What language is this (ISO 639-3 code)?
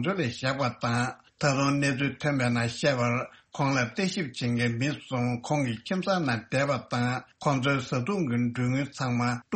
bod